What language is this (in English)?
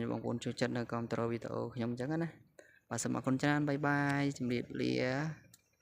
Khmer